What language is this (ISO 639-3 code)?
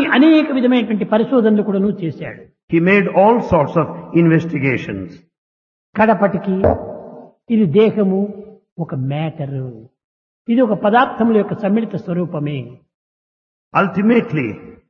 tel